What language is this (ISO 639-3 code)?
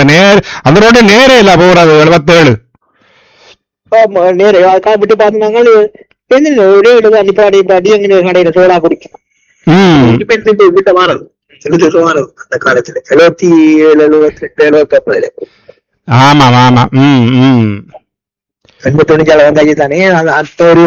tam